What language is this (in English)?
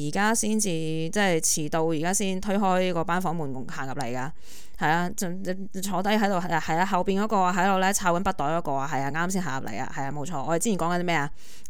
Cantonese